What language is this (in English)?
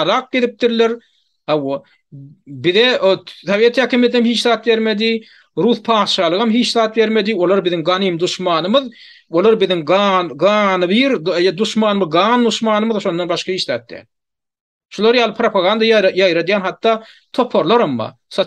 Turkmen